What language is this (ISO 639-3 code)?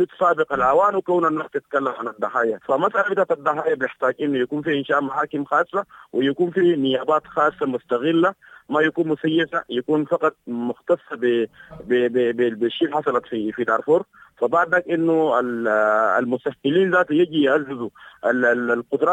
apd